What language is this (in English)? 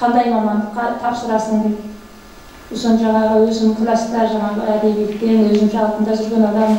Kazakh